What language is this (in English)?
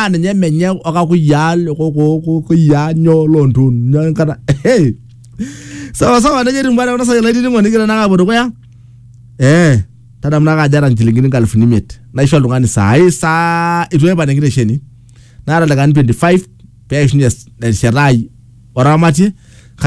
Swahili